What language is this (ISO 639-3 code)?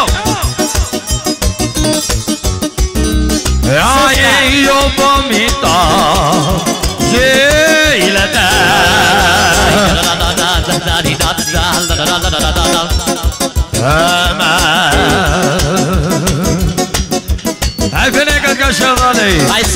hun